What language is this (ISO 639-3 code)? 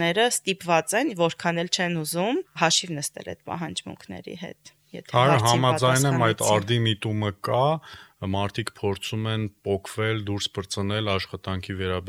hye